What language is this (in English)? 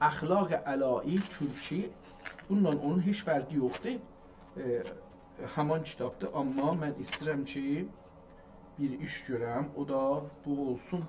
South Azerbaijani